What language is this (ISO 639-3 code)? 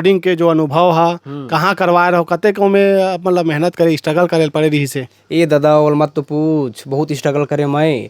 hne